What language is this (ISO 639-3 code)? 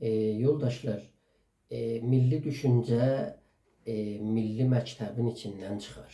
azb